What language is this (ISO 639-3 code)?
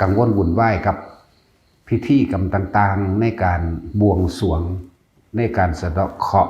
lao